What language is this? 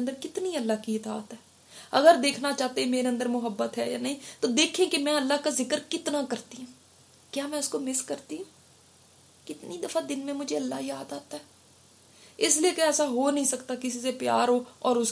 Urdu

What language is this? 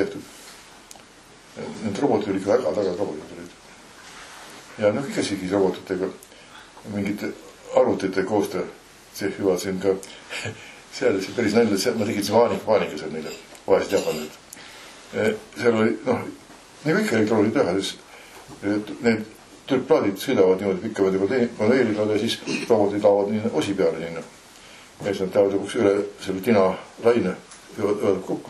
Estonian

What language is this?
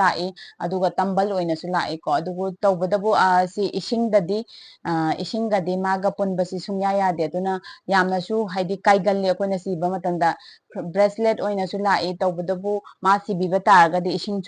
Manipuri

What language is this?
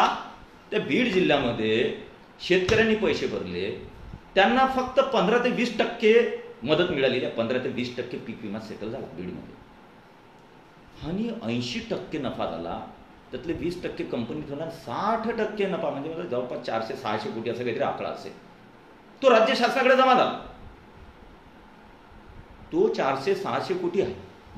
Marathi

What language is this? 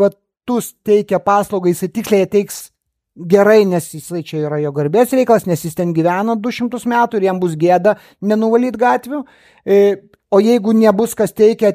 Lithuanian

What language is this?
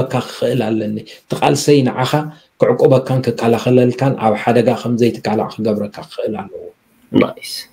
Tigrinya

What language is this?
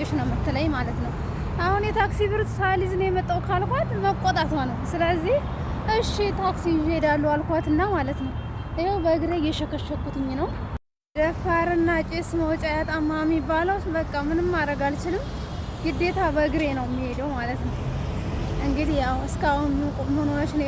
Amharic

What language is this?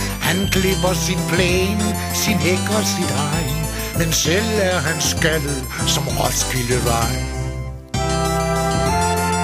Danish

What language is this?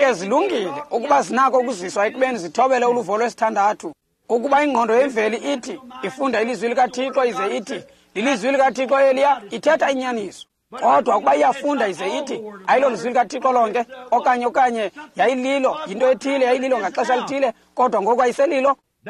Xhosa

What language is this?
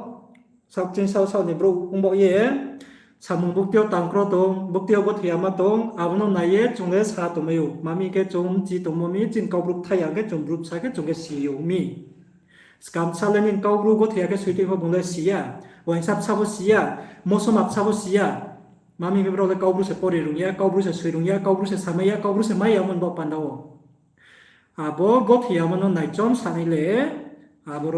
Riang (India)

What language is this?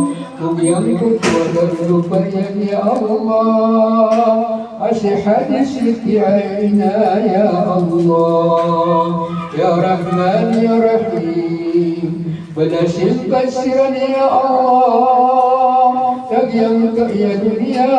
Maranao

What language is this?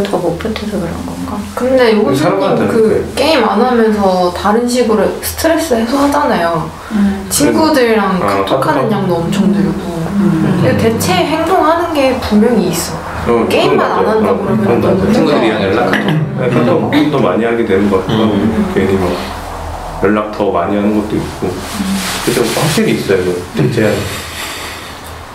Korean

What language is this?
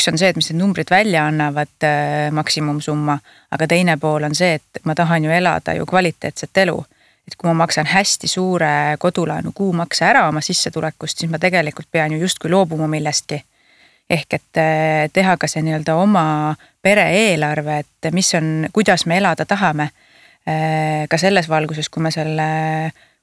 Estonian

